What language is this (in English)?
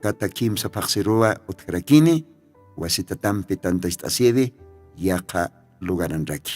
Aymara